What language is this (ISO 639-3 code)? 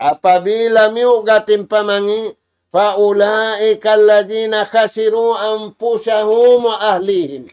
tsg